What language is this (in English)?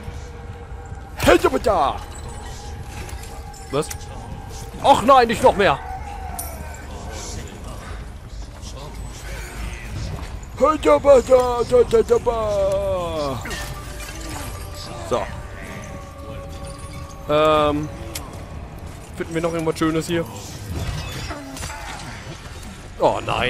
German